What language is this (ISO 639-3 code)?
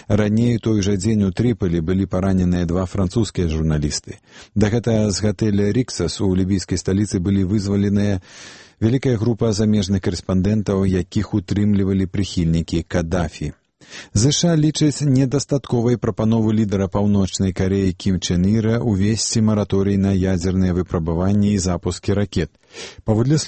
bel